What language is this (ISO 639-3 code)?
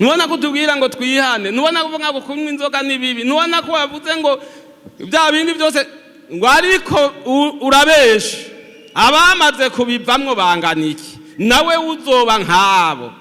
run